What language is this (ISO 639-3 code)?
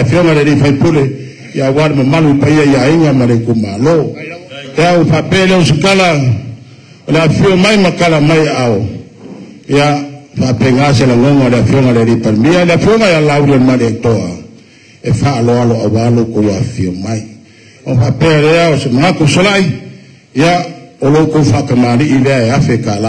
smo